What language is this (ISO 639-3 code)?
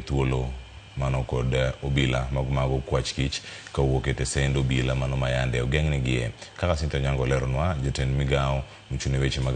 luo